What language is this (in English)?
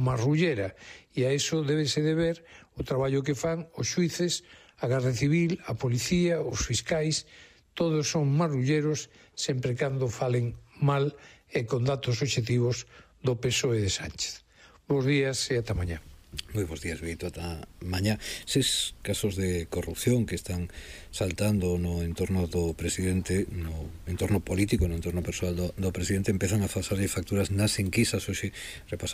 Galician